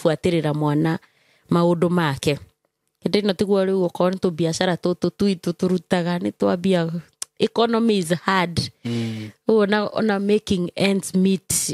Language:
Kikuyu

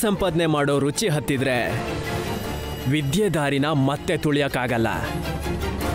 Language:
Kannada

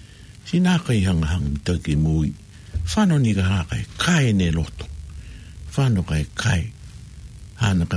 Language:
Tongan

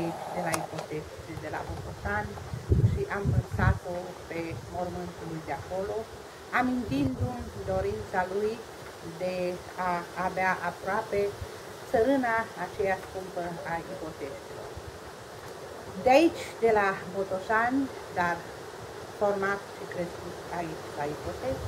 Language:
Romanian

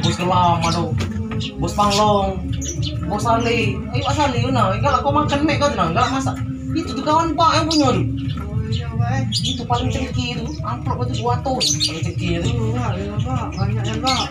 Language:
Musi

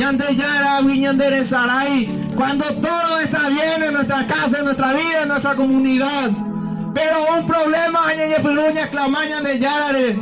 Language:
Guarani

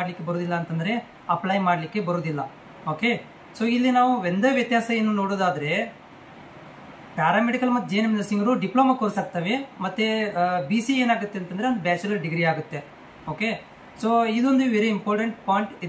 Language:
Kannada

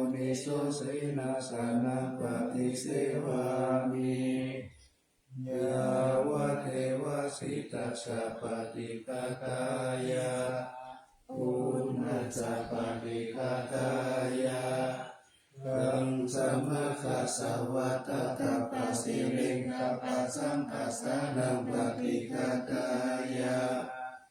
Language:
Pali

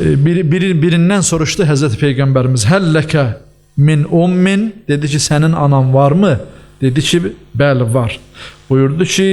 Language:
Azerbaijani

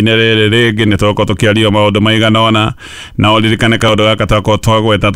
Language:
Kikuyu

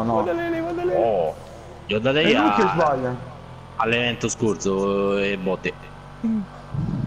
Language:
Italian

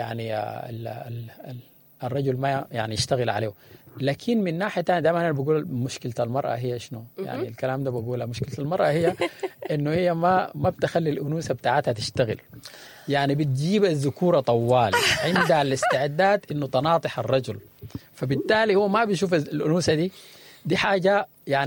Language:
Sudanese Arabic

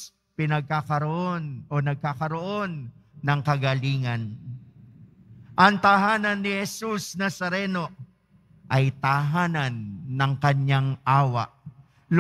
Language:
Filipino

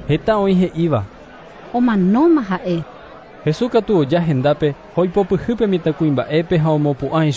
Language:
Guarani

